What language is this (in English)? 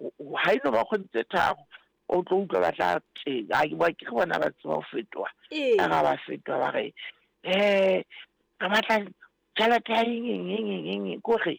Southern Sotho